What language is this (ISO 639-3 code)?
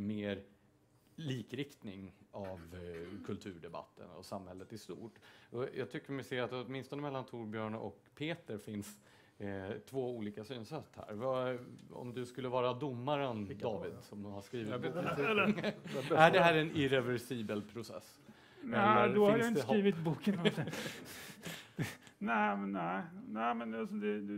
swe